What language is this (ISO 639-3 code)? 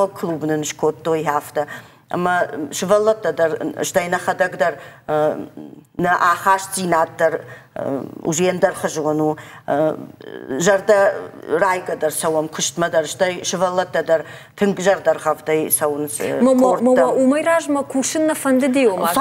oss